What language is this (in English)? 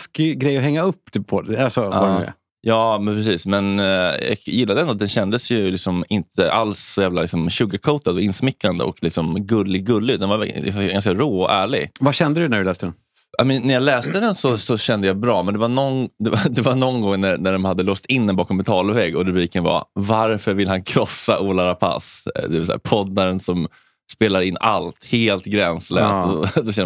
Swedish